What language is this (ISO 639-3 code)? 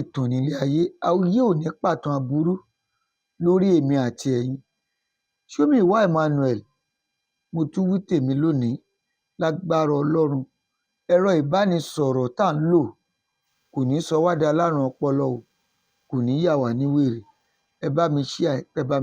yor